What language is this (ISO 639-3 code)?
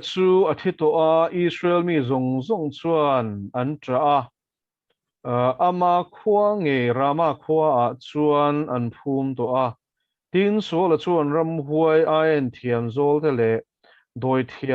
lus